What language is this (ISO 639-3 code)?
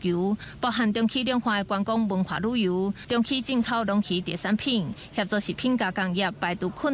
nan